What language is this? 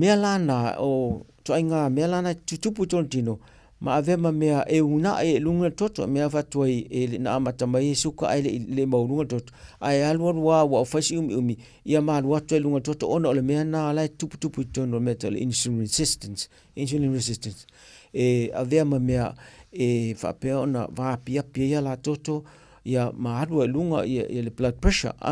Samoan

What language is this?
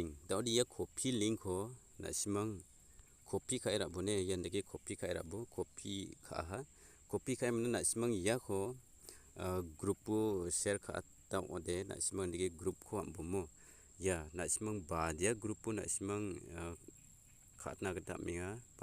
Garo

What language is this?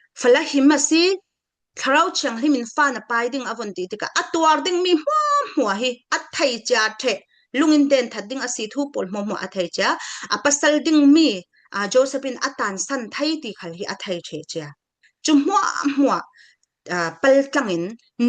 Falam Chin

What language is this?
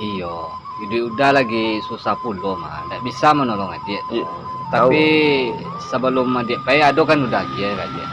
Minangkabau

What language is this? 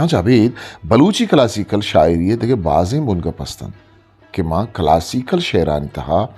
Eastern Balochi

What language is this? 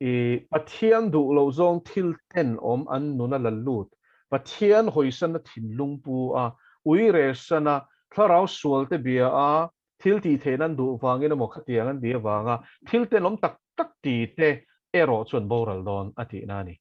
Mizo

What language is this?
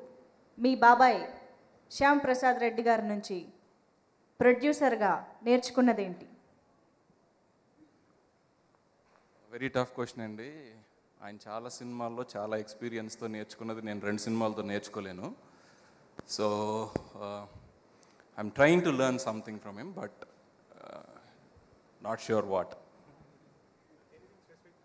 Telugu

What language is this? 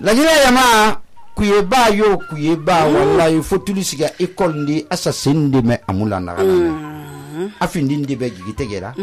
Susu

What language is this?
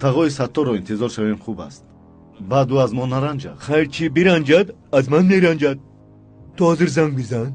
Tajik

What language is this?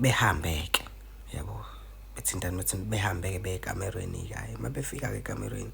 Zulu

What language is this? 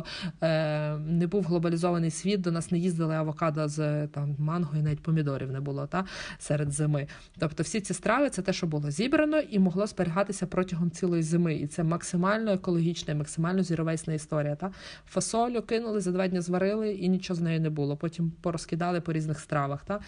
Ukrainian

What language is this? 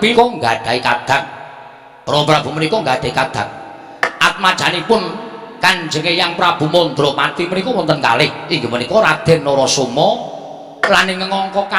Javanese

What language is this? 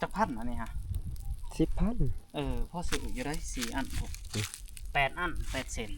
Northeastern Thai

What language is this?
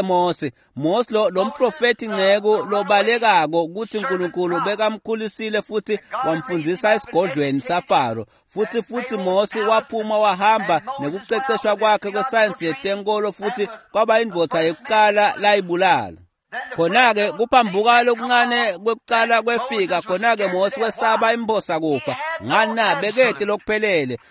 Swati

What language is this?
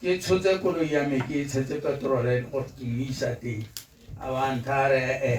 Tswana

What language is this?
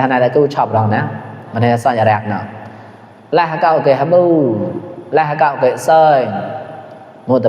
Mon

